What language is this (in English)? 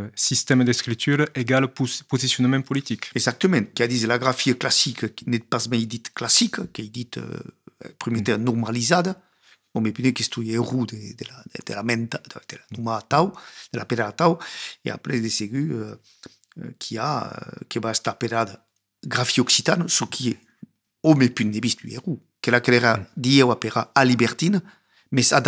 Occitan